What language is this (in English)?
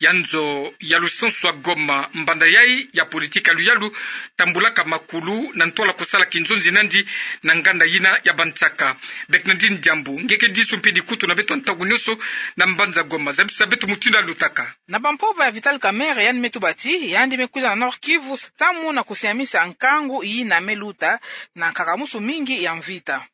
Kituba (Democratic Republic of Congo)